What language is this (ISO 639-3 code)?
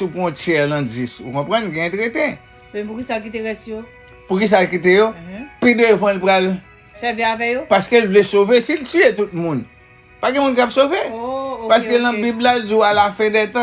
hat